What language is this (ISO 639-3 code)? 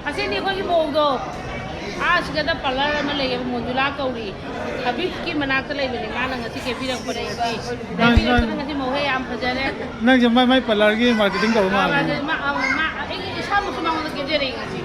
mni